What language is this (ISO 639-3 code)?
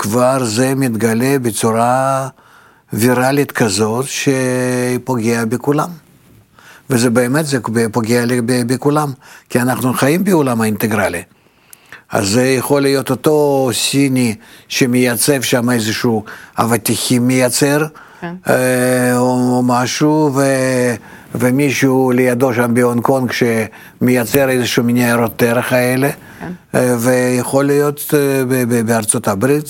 heb